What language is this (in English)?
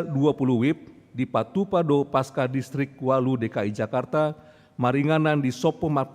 Batak Toba